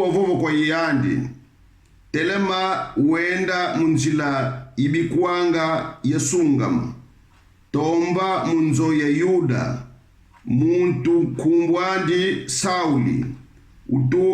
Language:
Kongo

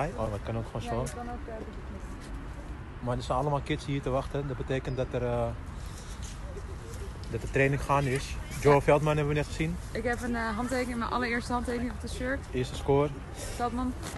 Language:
Dutch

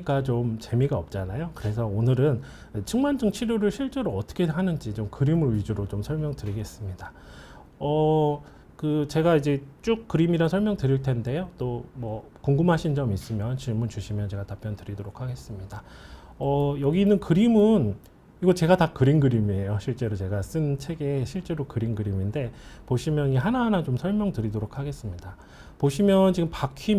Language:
Korean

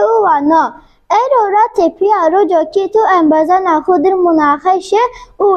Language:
Zaza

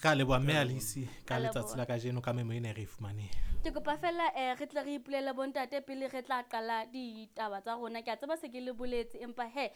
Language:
Southern Sotho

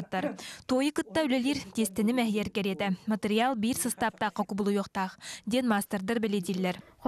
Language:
Yakut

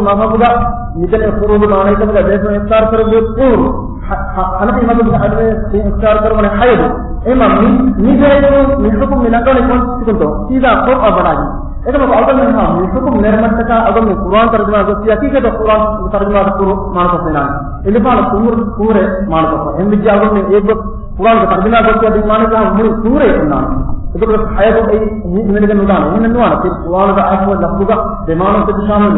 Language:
Divehi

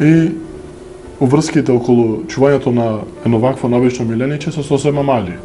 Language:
Macedonian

